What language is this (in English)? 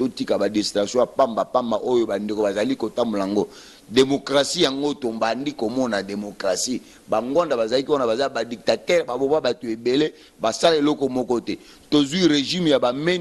Lingala